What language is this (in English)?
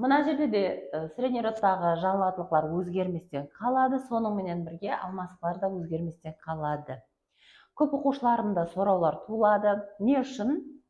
Kara-Kalpak